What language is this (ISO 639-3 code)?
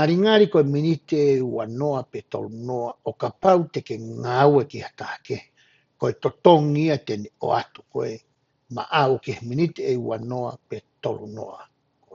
ton